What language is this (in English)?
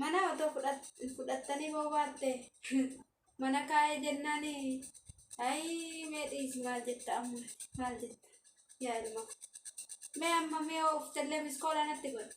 Oromo